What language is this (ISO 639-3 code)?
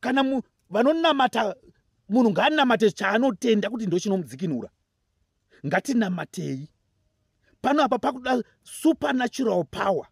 sna